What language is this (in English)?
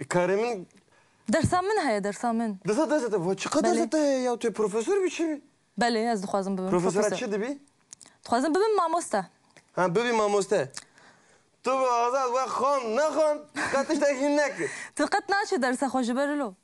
Kurdish